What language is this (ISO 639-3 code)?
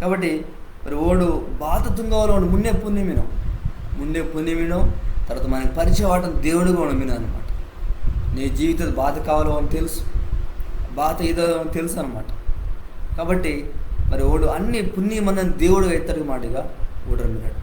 kff